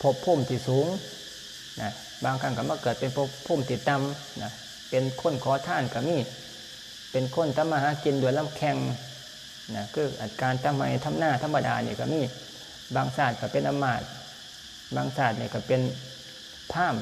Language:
Lao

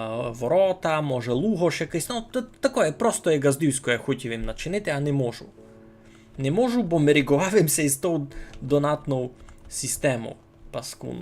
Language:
Rusyn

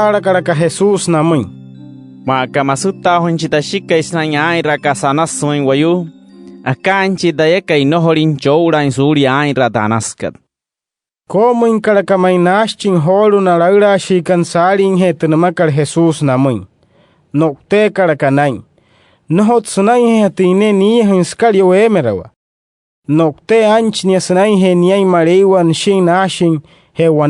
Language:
Wayuu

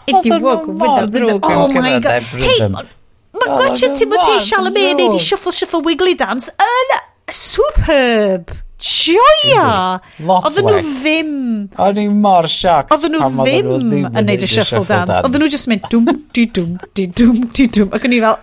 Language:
Welsh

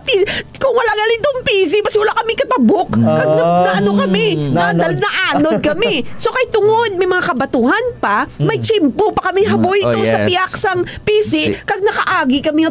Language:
Hiligaynon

